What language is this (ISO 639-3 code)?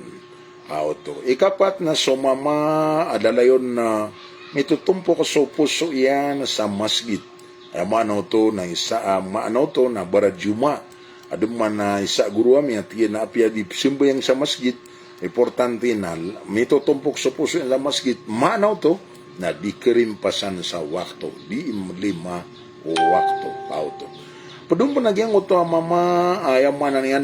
mrw